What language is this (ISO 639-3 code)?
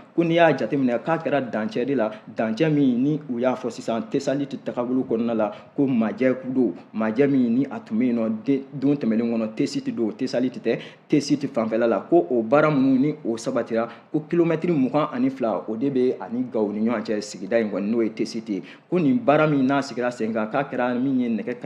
bam